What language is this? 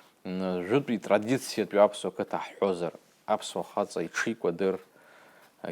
Abkhazian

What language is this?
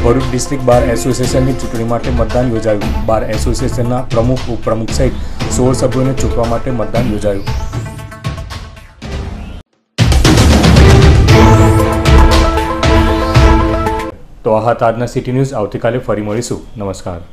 Gujarati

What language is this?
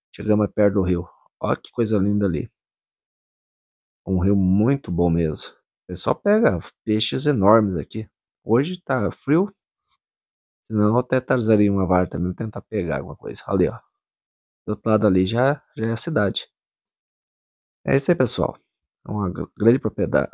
Portuguese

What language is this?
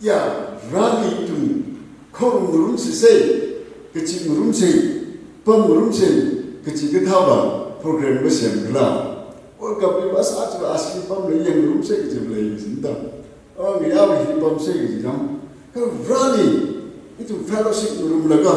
Tangkhul Naga (India)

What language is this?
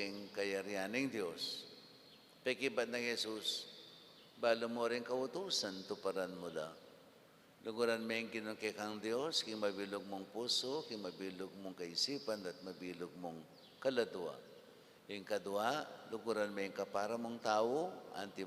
Pampanga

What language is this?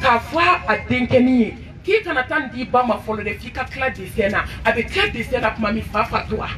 Bambara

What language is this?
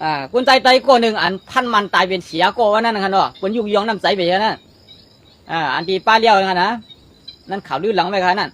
Shan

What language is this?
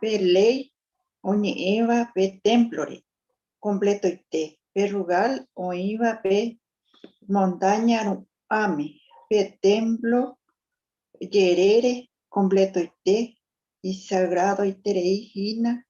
Guarani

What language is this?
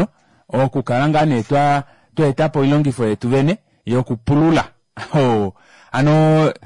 Kuanyama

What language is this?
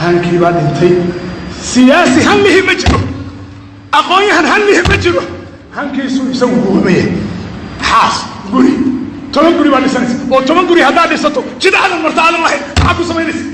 Somali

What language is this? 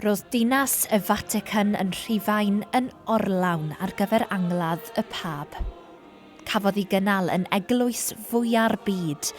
Welsh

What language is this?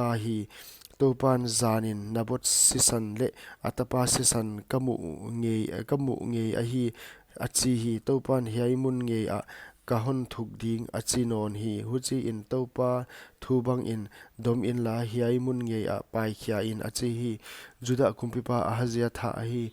Paite Chin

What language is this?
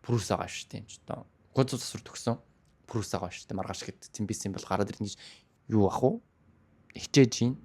Mongolian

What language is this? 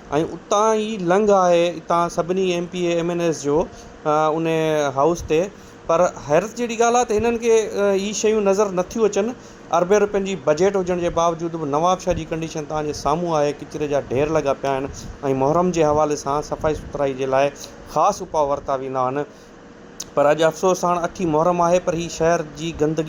Sindhi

